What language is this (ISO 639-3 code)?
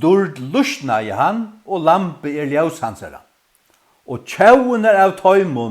fao